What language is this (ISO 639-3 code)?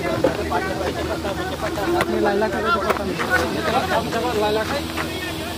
hin